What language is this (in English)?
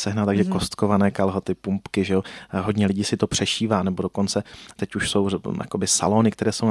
Czech